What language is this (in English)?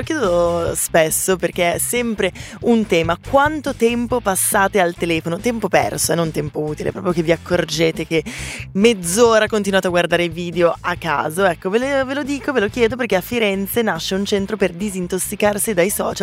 Italian